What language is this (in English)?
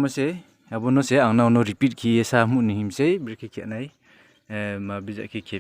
Riang (India)